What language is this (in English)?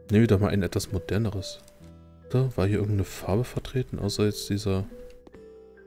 German